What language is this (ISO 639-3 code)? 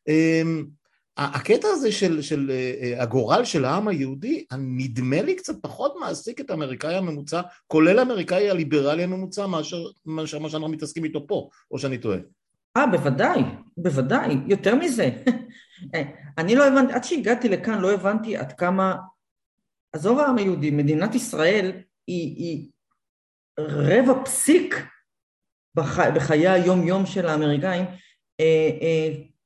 heb